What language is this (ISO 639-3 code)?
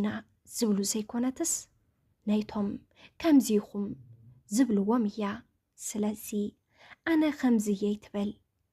tir